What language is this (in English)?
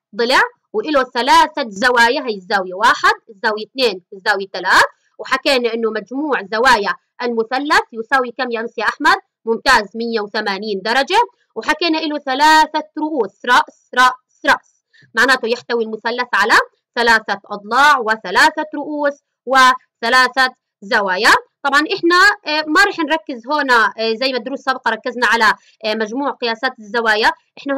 South Levantine Arabic